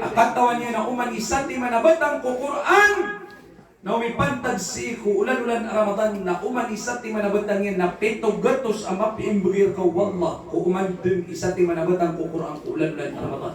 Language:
Maranao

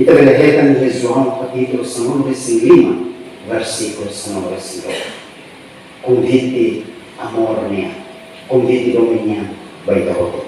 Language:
Tetum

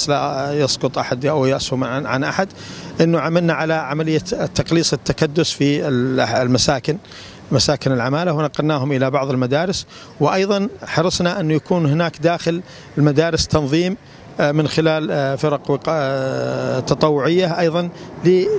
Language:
Arabic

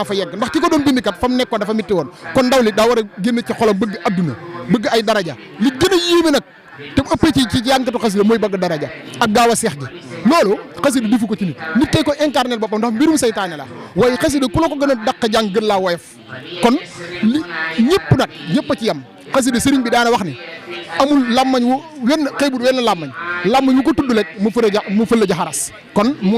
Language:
Wolof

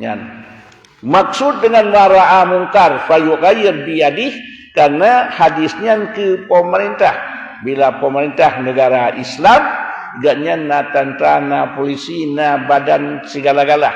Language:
Achinese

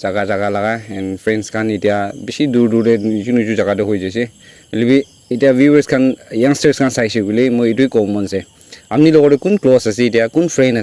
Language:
Naga Pidgin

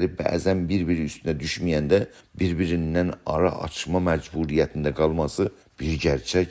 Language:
South Azerbaijani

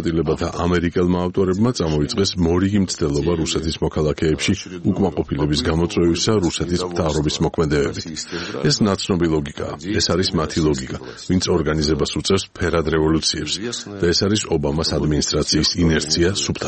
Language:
Georgian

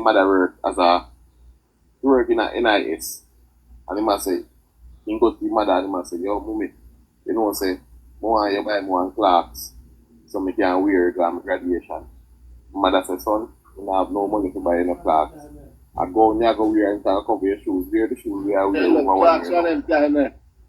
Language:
Jamaican Creole English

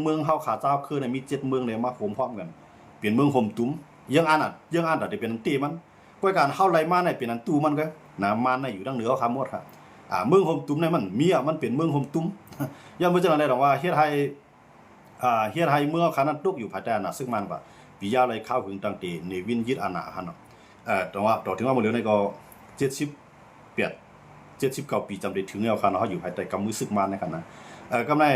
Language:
Shan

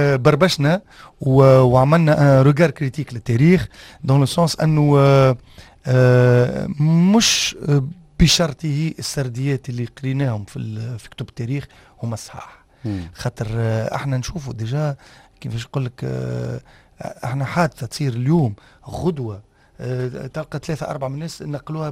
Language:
Tunisian Arabic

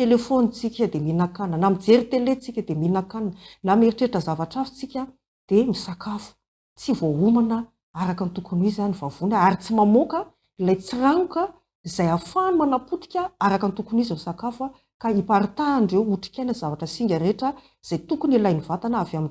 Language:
Malagasy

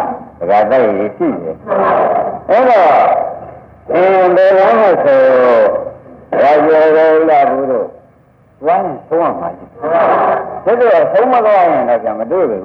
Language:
Burmese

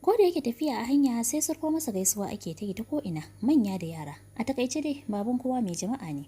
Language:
Hausa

